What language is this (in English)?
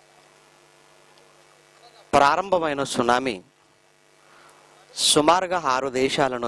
Telugu